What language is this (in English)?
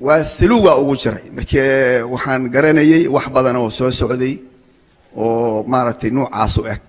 Somali